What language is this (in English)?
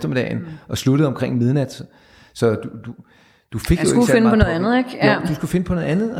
Danish